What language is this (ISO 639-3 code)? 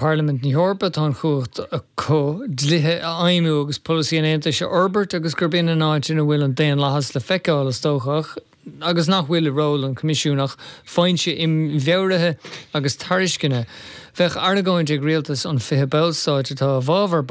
gle